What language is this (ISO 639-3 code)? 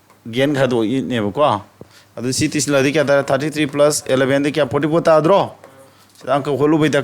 mni